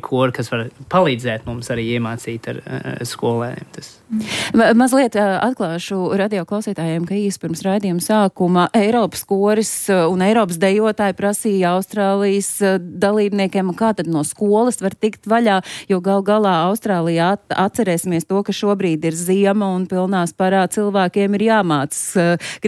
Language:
Latvian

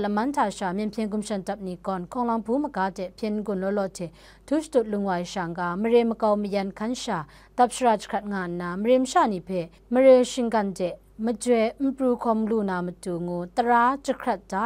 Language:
Kachin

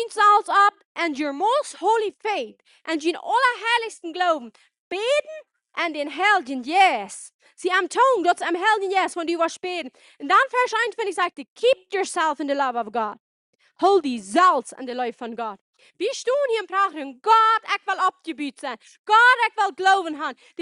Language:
Plautdietsch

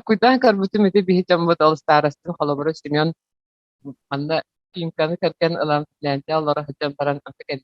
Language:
Yakut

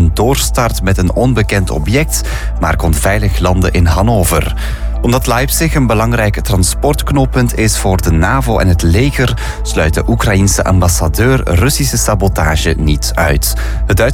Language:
Dutch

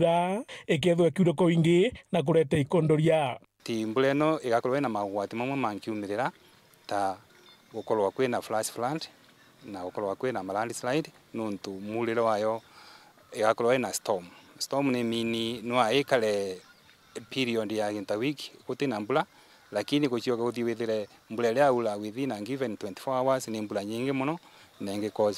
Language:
Meru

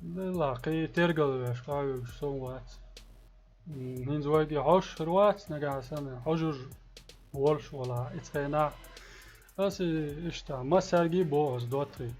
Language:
Chechen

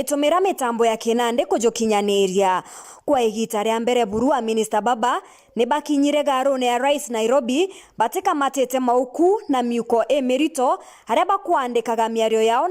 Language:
Meru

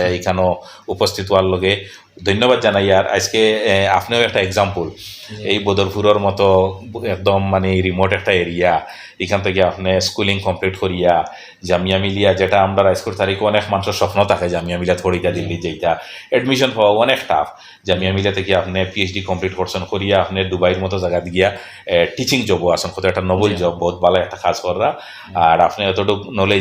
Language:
Sylheti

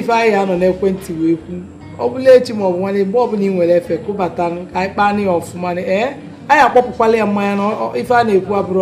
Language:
Igbo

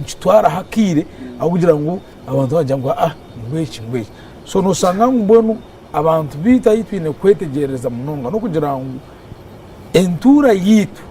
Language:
Nyankole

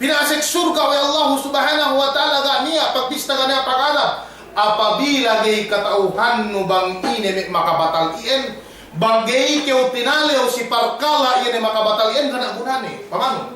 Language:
Yakan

